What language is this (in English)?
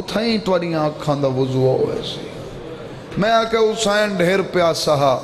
Saraiki